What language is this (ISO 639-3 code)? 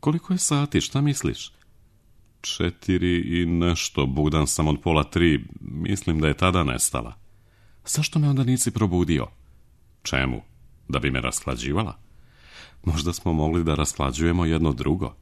srp